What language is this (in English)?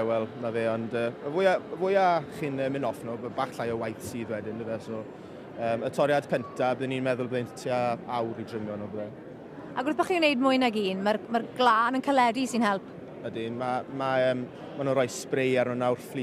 Welsh